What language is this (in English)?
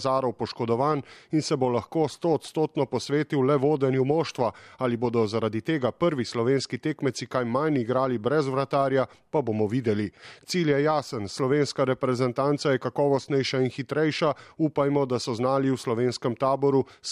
Slovenian